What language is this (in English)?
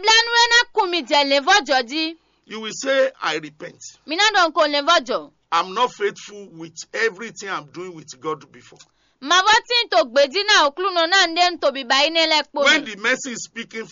Fon